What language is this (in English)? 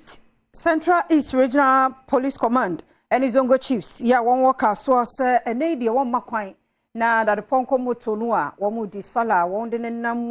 Akan